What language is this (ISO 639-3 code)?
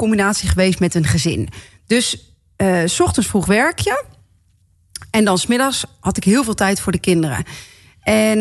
nld